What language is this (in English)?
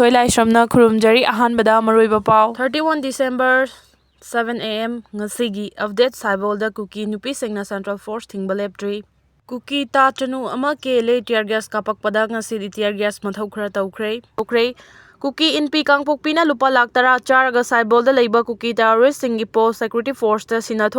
Manipuri